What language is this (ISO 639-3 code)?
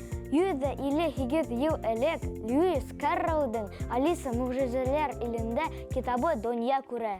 bak